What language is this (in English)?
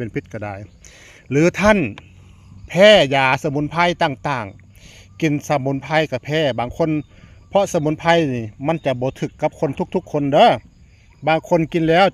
Northeastern Thai